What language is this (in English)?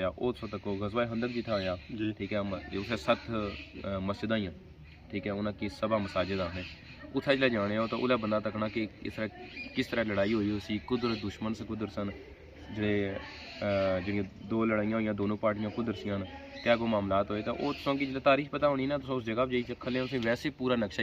Pahari-Potwari